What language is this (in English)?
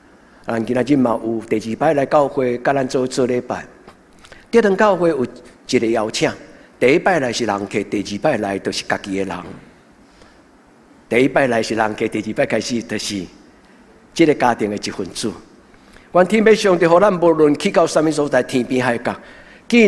Min Nan Chinese